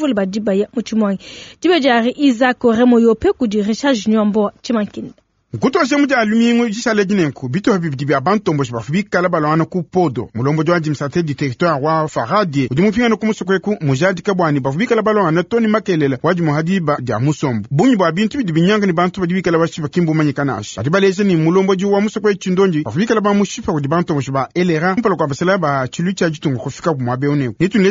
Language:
Luba-Lulua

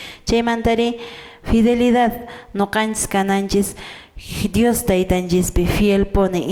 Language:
Quechua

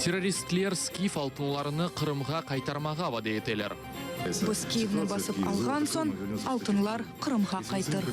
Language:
Crimean Tatar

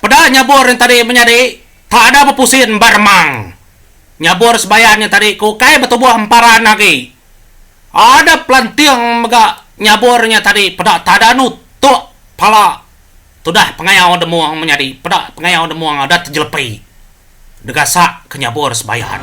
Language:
Iban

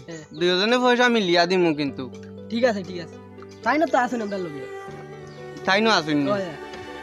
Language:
Sylheti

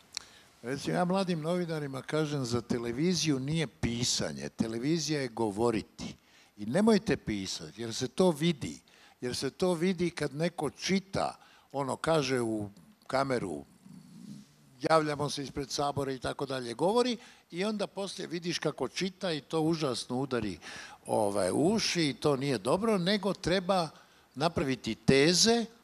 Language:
Croatian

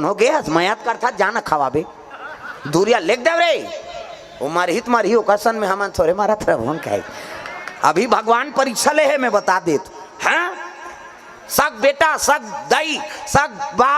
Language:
Chhattisgarhi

